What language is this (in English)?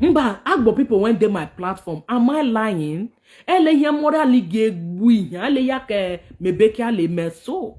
Nigerian Pidgin